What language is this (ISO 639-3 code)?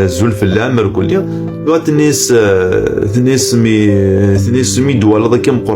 kab